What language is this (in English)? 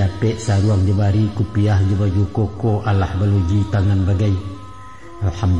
Minangkabau